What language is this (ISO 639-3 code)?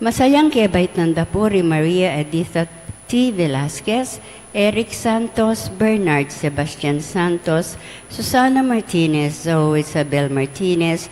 pam